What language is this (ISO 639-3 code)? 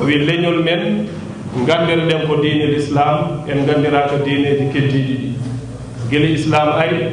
ful